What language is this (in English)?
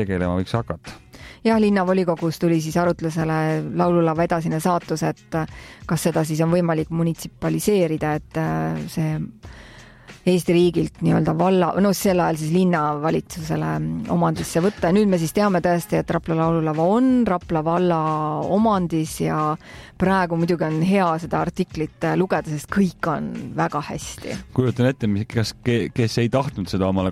Estonian